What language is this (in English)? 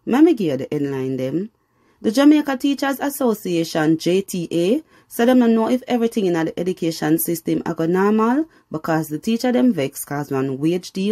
Jamaican Creole English